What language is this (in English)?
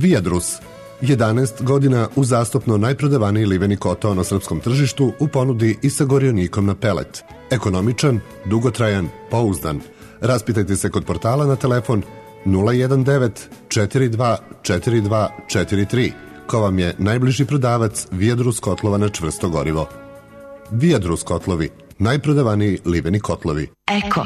Serbian